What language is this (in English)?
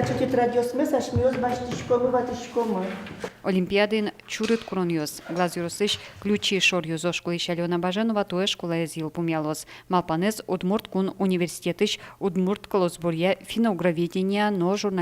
Udmurt